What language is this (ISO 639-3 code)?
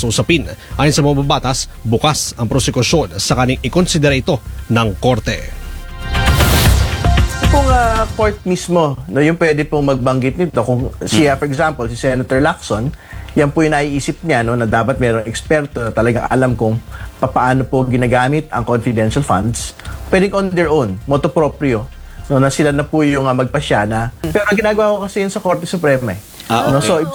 fil